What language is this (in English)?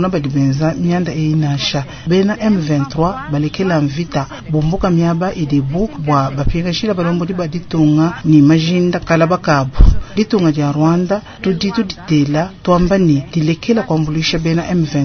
Luba-Lulua